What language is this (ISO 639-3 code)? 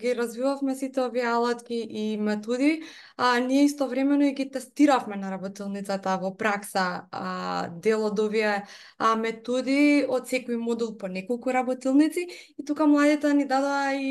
mkd